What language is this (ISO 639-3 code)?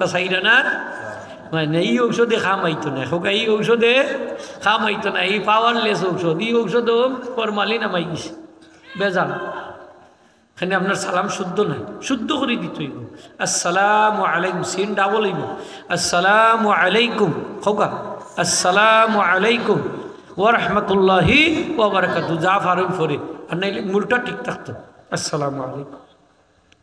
syl